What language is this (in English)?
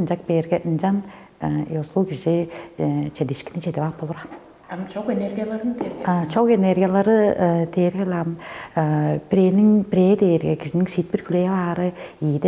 Tuvinian